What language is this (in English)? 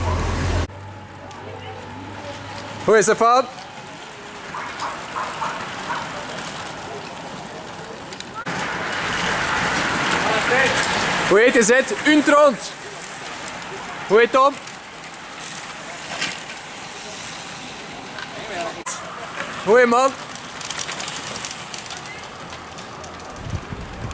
Dutch